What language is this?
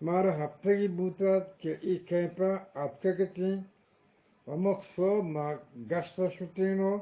Eastern Balochi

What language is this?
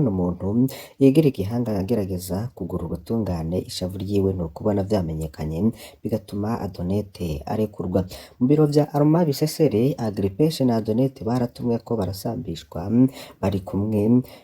Rundi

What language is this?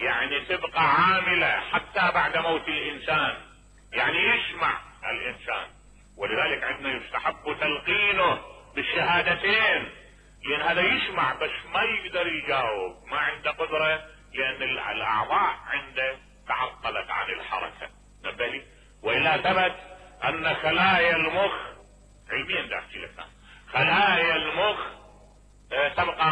Mesopotamian Arabic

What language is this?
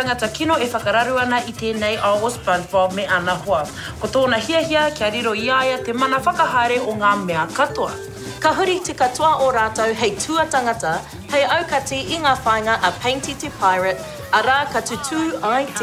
Māori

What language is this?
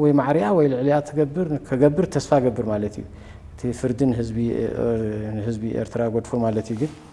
Tigrinya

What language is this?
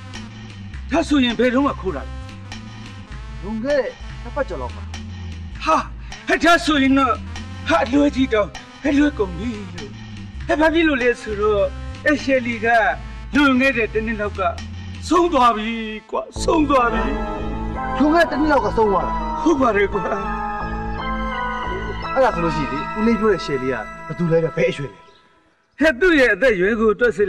Burmese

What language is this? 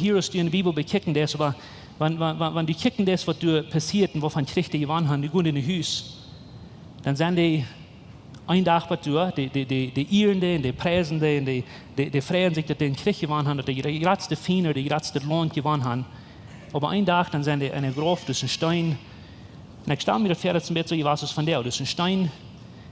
Plautdietsch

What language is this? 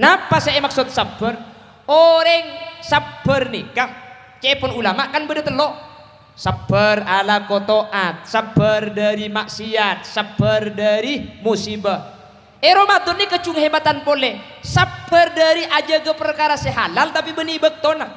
Madurese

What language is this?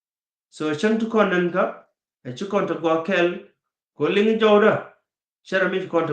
Nuer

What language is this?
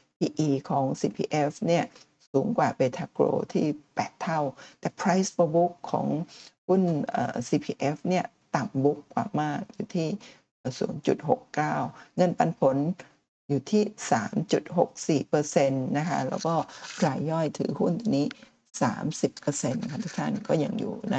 Thai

